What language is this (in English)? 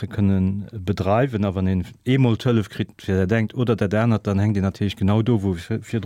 Luxembourgish